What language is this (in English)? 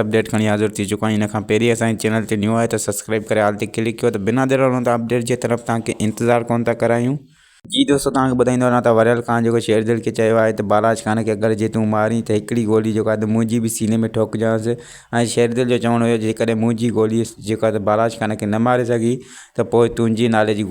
Sindhi